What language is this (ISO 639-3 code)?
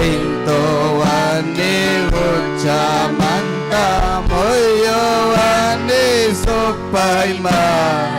quy